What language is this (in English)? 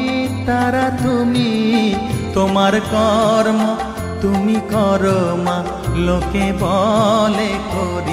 Bangla